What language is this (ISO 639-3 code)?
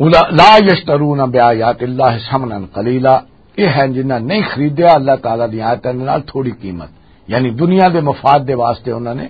lah